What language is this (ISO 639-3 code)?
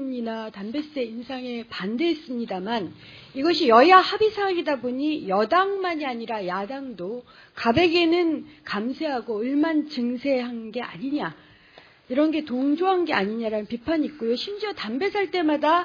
kor